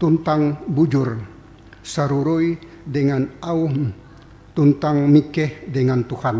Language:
Ngaju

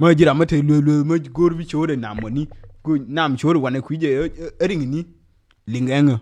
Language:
Nuer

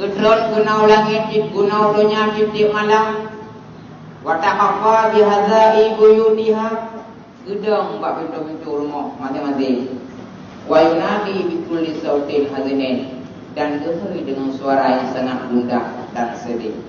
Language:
Achinese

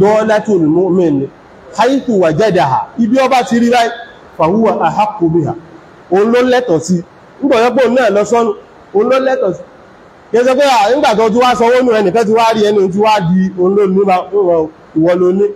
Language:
Yoruba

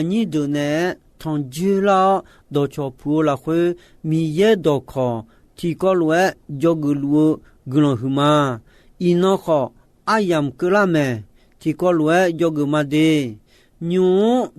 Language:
Akha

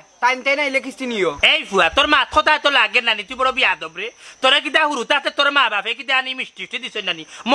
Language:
Sylheti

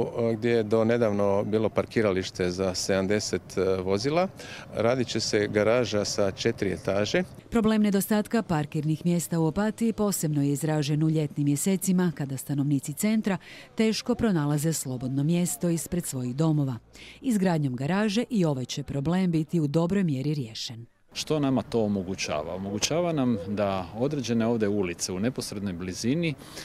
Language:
Croatian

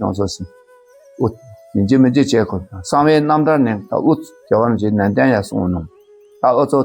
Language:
Dakpakha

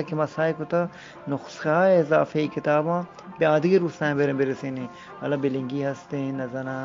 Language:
Eastern Balochi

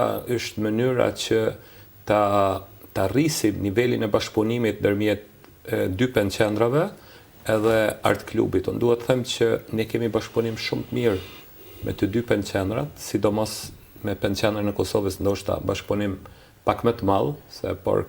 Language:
Albanian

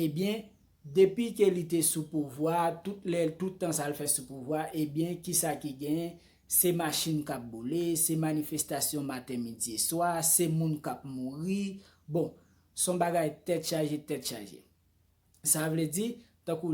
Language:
Haitian Creole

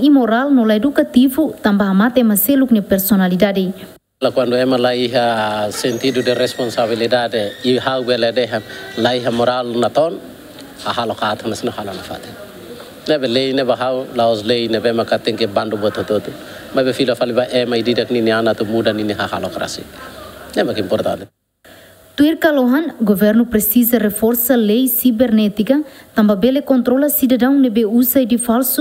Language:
Tetum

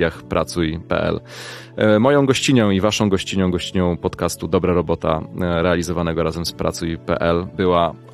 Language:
Polish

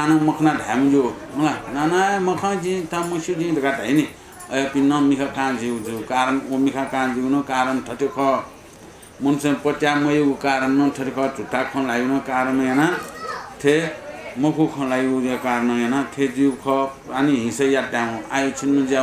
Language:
Newari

